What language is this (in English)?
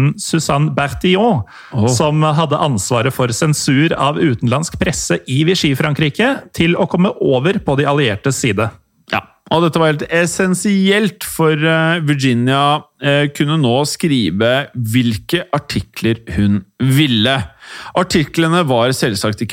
Norwegian